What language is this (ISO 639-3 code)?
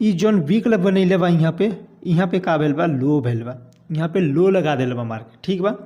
bho